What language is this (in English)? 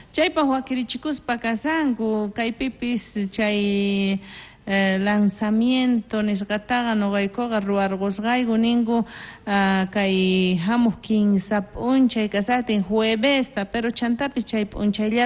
South Bolivian Quechua